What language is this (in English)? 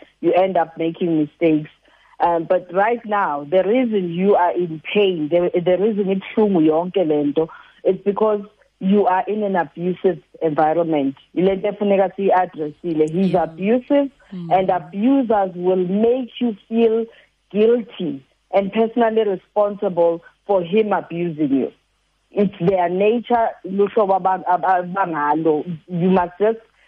Xhosa